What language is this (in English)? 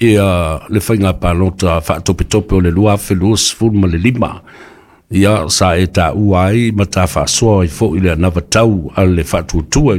Samoan